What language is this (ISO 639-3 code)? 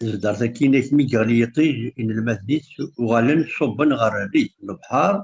kab